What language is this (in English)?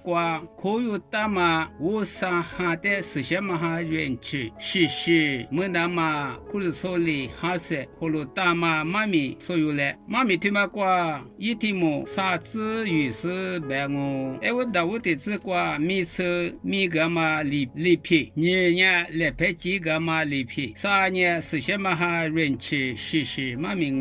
Lisu